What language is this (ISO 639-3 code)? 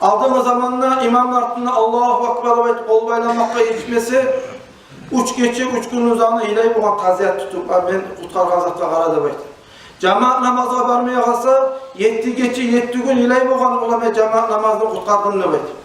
kum